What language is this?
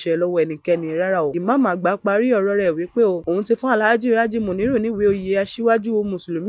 Yoruba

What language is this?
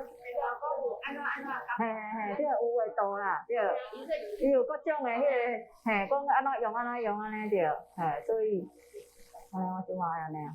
Min Nan Chinese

